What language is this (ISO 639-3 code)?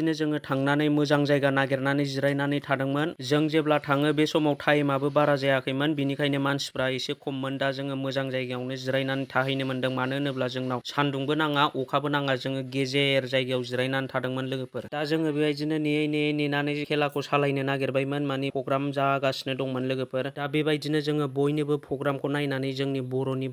brx